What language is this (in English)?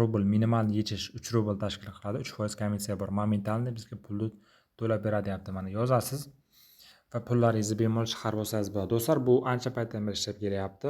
Uzbek